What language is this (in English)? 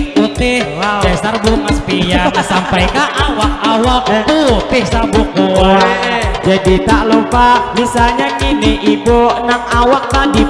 Banjar